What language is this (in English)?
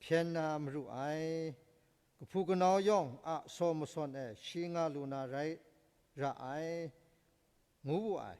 Kachin